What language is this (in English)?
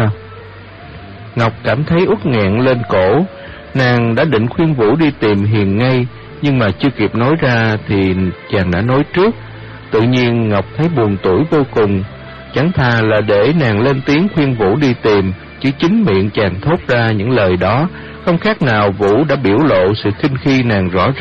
Vietnamese